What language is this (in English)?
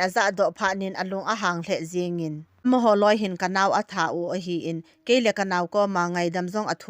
Thado Chin